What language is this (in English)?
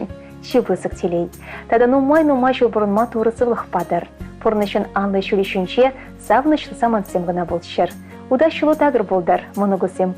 Chuvash